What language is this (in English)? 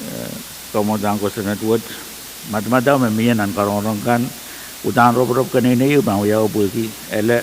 Pohnpeian